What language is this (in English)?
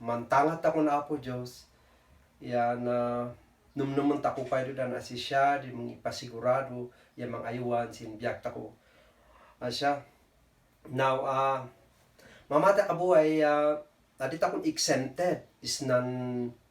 Kankanaey